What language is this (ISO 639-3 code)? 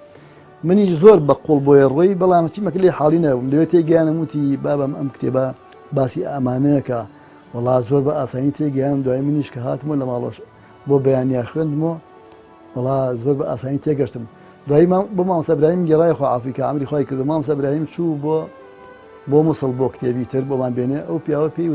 ckb